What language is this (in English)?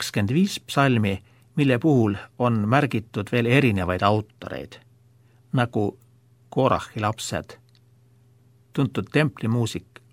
Estonian